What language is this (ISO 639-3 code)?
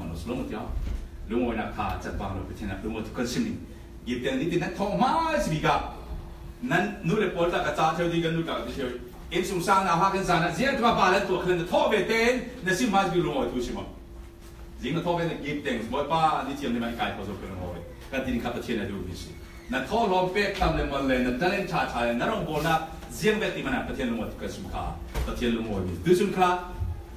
cfm